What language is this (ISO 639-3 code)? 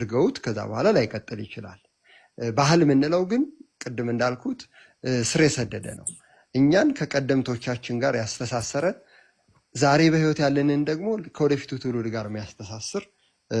amh